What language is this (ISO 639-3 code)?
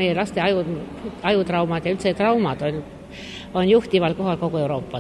est